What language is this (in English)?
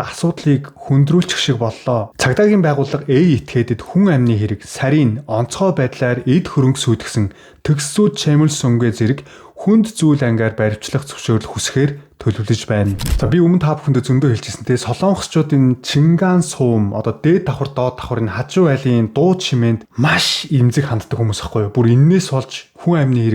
Mongolian